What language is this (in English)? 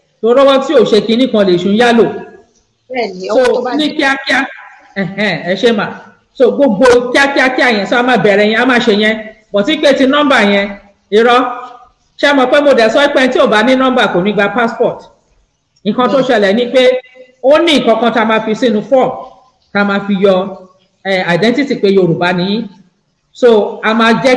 Yoruba